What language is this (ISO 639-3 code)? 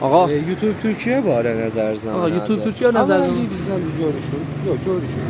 azb